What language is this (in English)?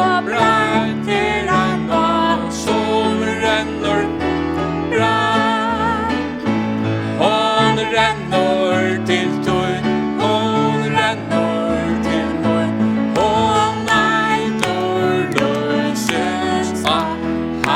Faroese